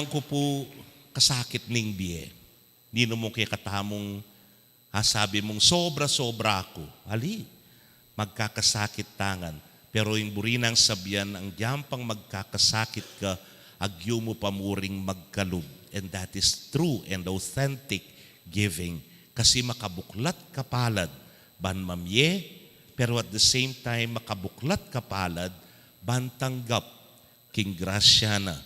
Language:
Pampanga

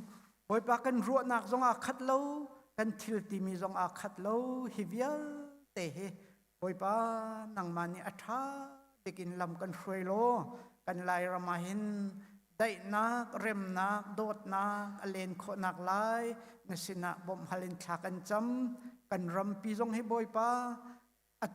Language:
Hakha Chin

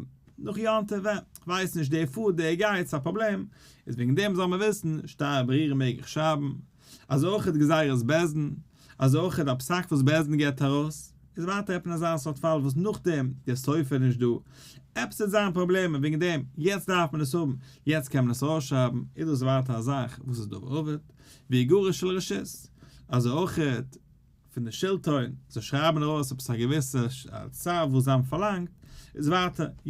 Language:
Yiddish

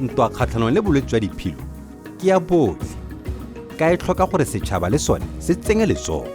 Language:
Tswana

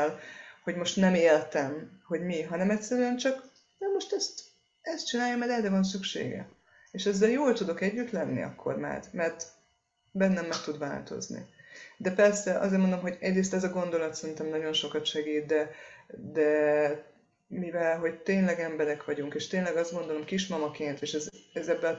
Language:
Hungarian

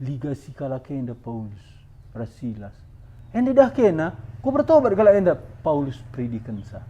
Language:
Batak Karo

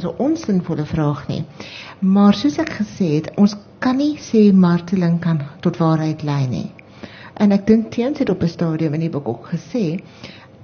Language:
Afrikaans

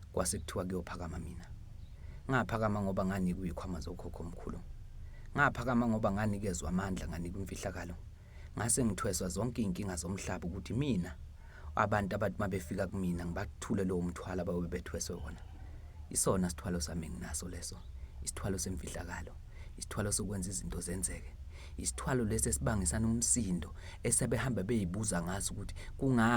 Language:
Zulu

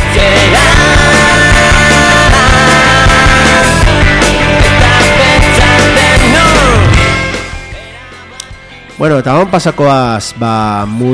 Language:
Basque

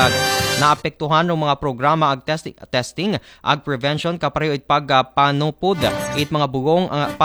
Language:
Aklanon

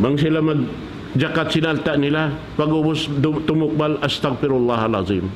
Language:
Tausug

